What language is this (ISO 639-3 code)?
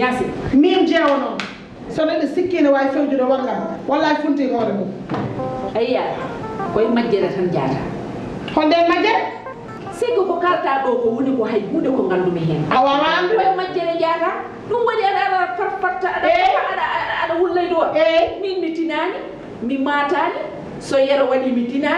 ful